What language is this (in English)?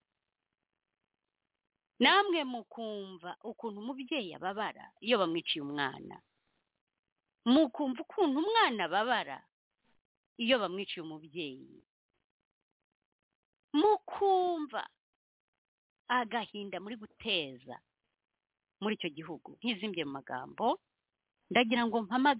Kinyarwanda